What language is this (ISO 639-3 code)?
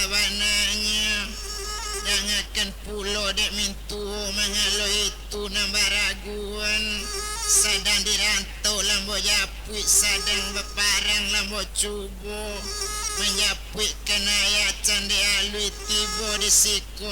min